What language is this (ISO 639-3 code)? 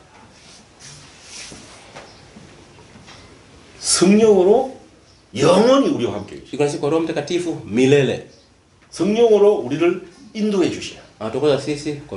kor